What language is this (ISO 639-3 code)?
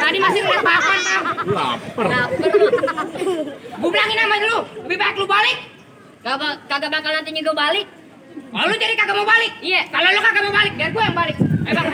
bew